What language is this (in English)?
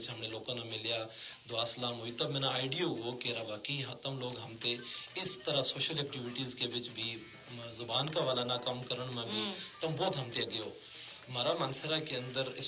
Gujari